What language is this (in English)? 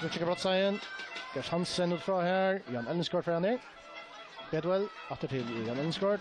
Faroese